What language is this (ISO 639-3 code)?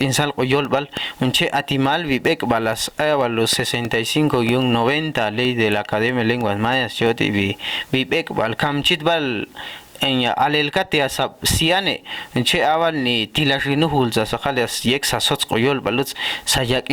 ixl